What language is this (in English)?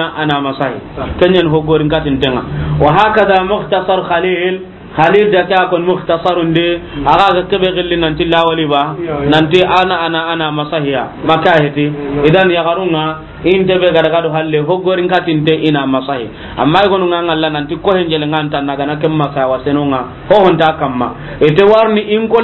Soninke